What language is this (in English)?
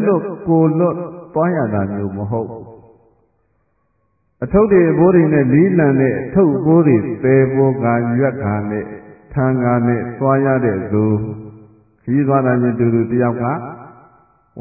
Burmese